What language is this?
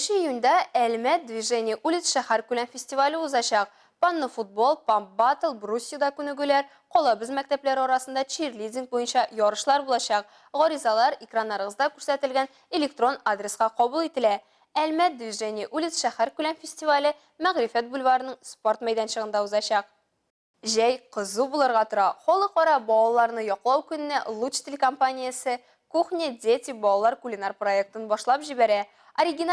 Tatar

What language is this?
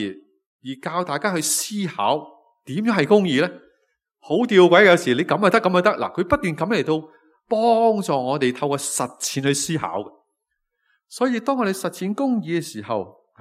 Cantonese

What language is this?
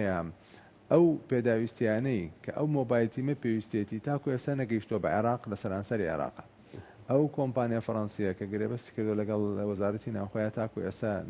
Central Kurdish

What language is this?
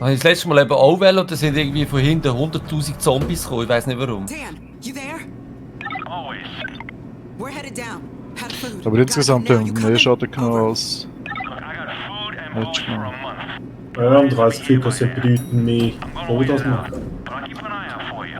Swiss German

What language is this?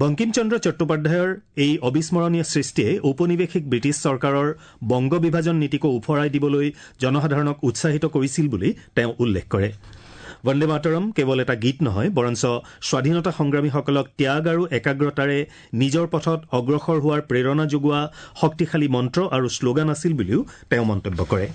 Assamese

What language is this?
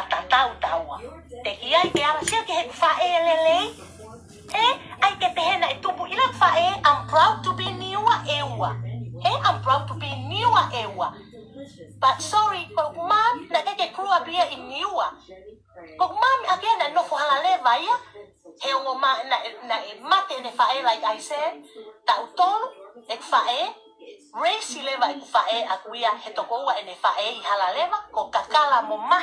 Tongan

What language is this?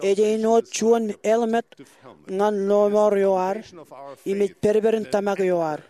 Marshallese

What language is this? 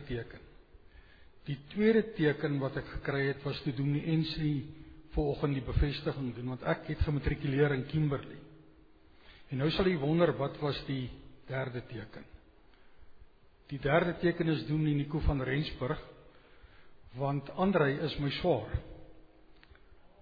Afrikaans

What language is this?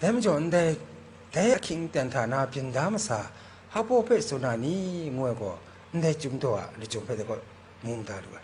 Kachin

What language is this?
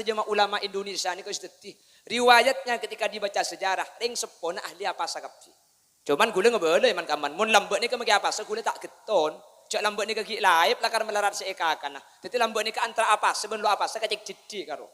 Madurese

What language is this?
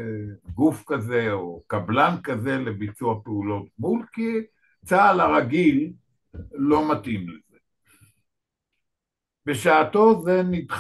Hebrew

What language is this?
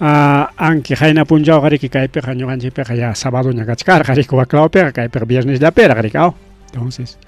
Ayacucho Quechua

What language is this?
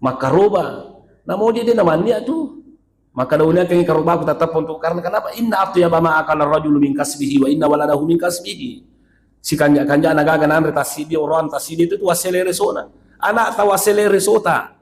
Buginese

